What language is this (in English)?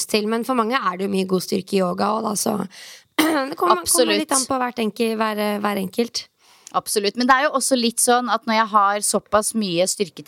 Norwegian